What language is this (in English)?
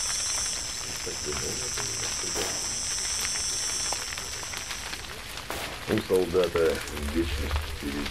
Russian